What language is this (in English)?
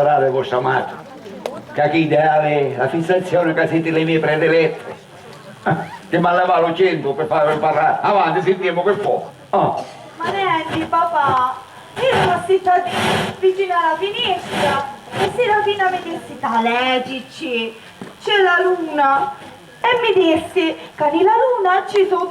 Sicilian